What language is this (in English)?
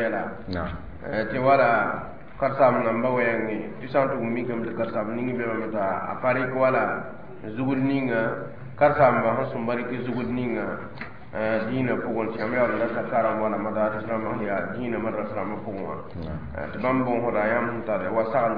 Mossi